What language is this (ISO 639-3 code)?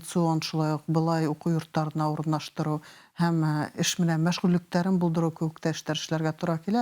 bak